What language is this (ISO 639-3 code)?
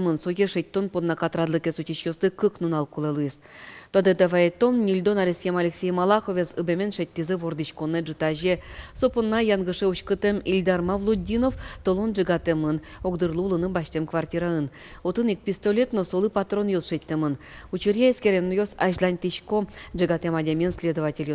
udm